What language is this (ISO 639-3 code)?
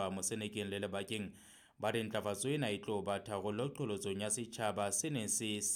sot